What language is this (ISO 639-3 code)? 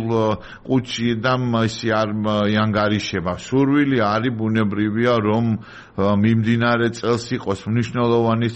kat